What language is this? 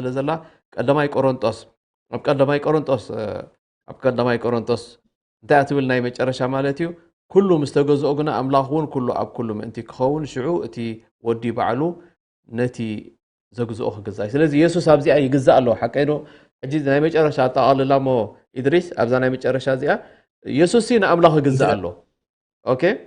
Tigrinya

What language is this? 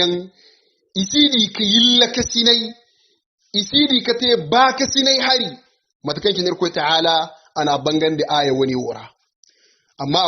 Hausa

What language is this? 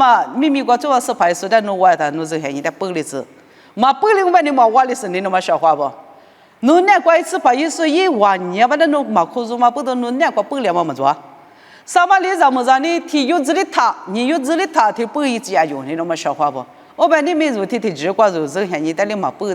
Lisu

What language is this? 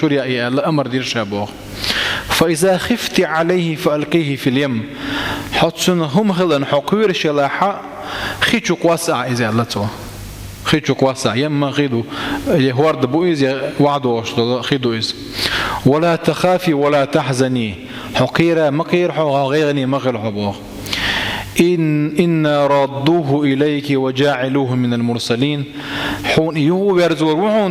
Chechen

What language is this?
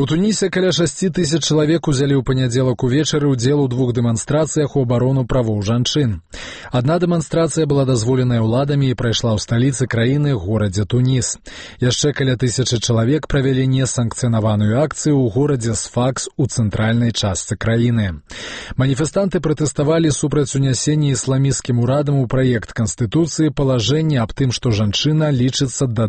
Belarusian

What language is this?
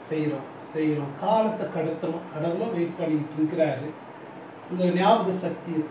Tamil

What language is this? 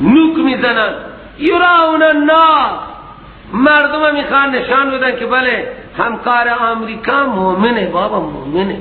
Persian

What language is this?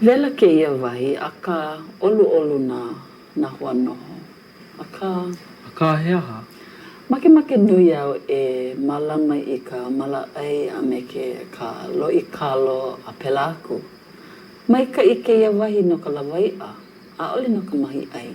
Hawaiian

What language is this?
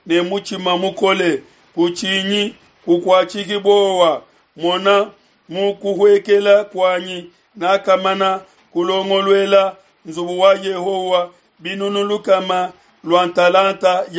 Luba-Lulua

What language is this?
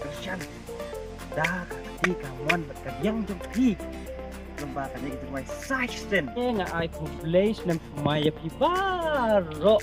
Khasi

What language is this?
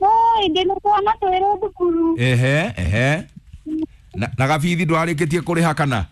Kikuyu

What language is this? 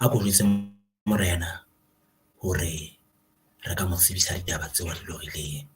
Southern Sotho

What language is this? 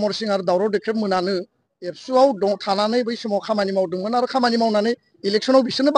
Bodo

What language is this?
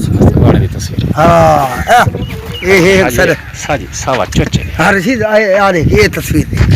Saraiki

